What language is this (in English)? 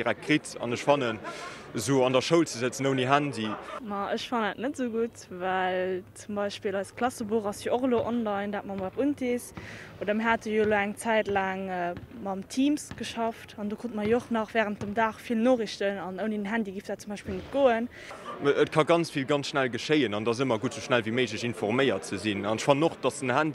Luxembourgish